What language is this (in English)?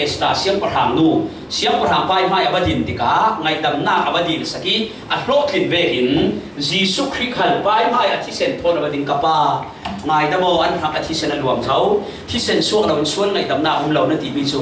Falam Chin